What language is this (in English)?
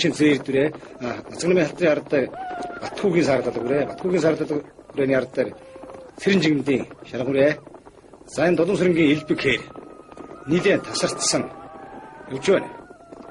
Mongolian